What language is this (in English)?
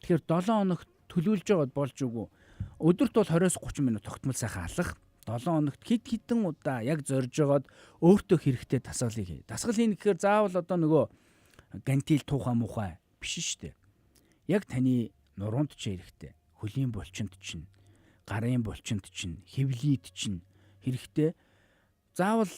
Mongolian